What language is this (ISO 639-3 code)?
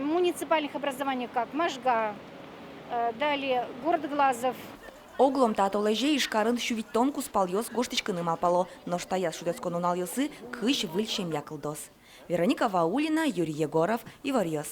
udm